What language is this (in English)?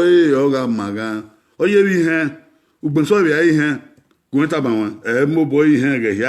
Bini